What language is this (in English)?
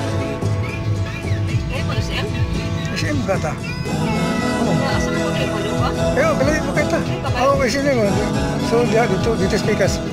Cebuano